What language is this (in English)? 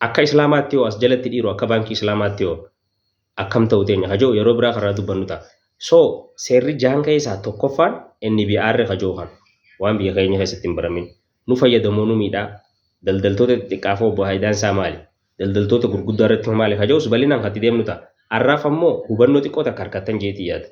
Oromo